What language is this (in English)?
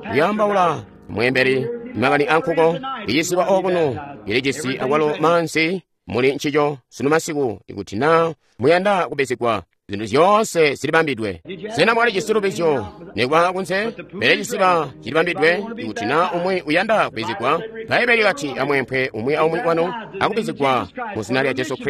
Tonga (Zambia)